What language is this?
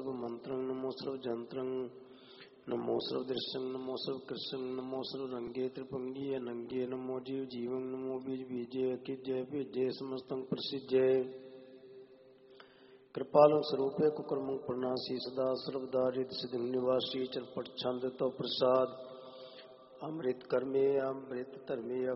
Punjabi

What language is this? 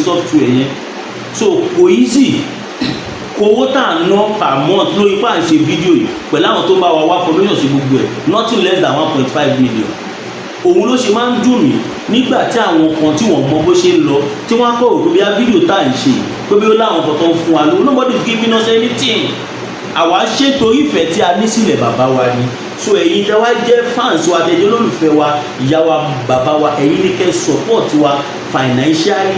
Yoruba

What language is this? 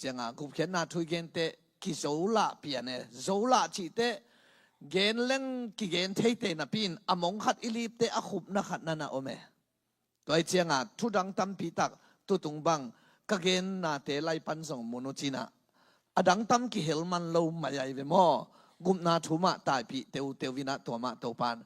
Tedim Chin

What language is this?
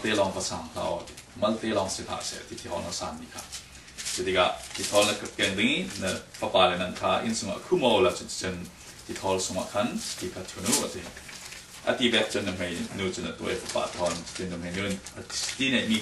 Falam Chin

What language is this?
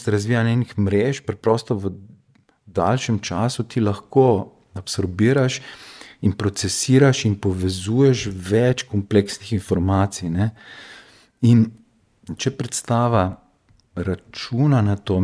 Slovenian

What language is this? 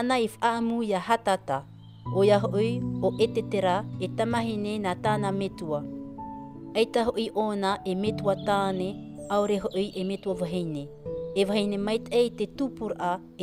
Tahitian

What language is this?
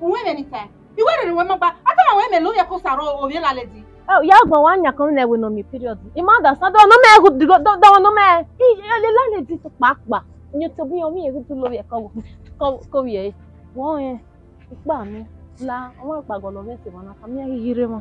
Bini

